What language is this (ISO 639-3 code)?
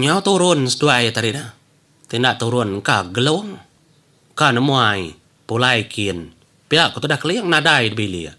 iba